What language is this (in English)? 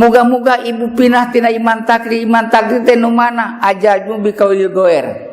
Sundanese